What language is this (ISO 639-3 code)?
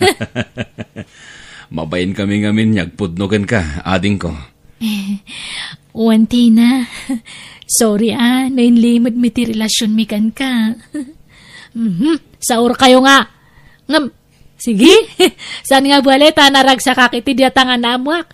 ilo